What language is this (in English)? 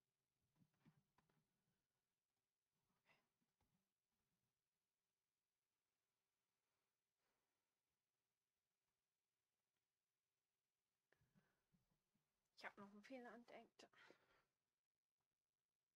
German